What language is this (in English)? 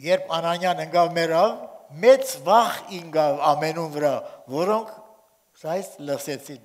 Armenian